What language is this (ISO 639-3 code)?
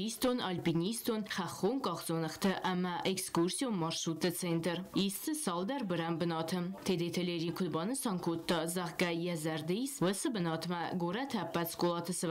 oss